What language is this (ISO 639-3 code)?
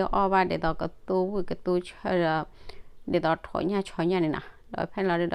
ksw